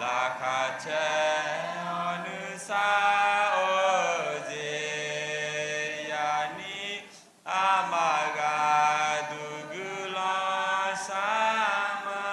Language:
Akha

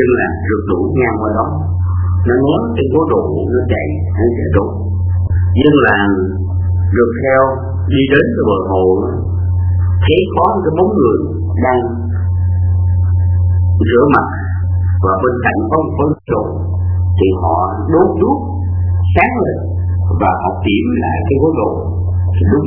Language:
Vietnamese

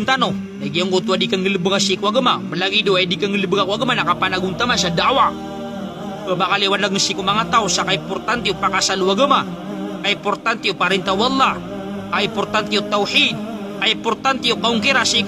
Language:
Maranao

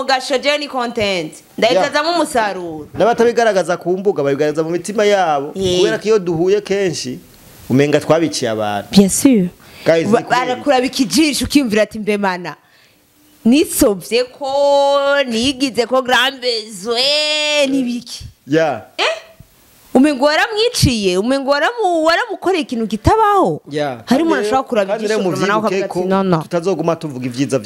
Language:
Rundi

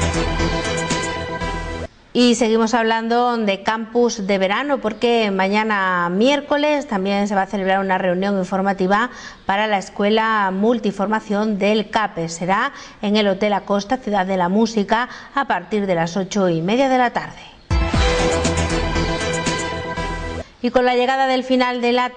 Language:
Spanish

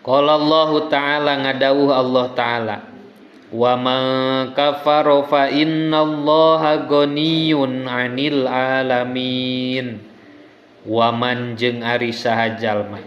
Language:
Sundanese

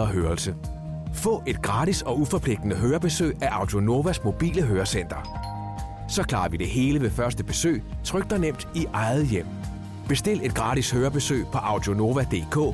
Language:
Danish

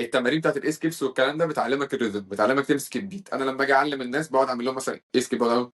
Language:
Egyptian Arabic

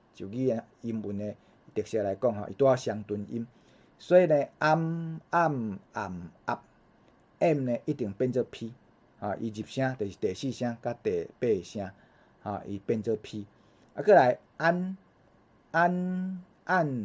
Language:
Min Nan Chinese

